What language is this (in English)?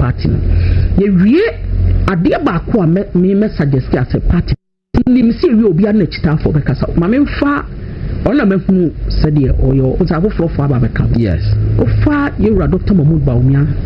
Akan